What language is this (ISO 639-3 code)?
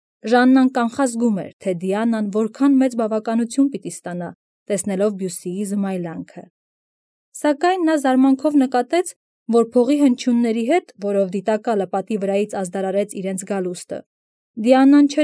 hye